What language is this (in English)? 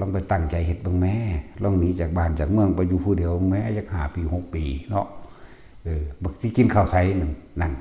Northeastern Thai